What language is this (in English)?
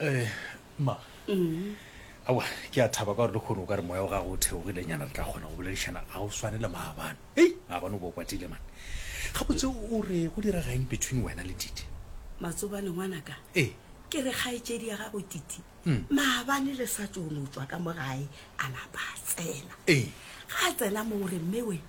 Northern Sotho